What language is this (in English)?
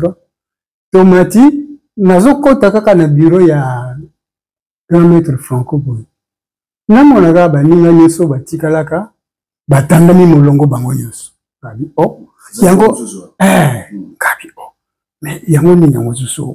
Lingala